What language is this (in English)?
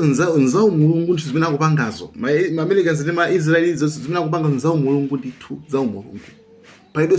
Nyanja